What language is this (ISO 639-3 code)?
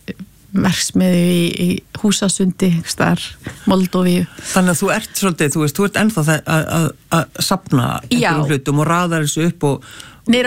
isl